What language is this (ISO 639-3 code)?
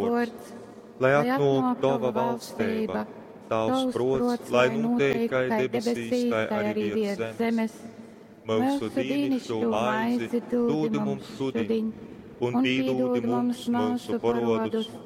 ltg